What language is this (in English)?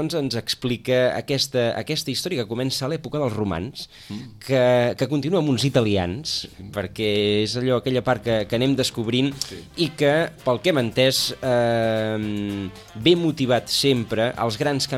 Catalan